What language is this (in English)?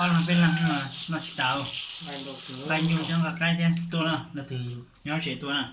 Hmong